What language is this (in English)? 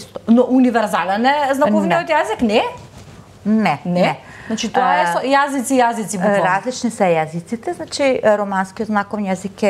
Macedonian